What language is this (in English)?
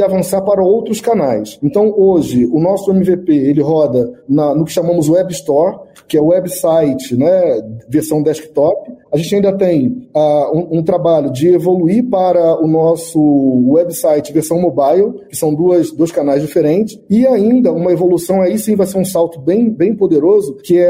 Portuguese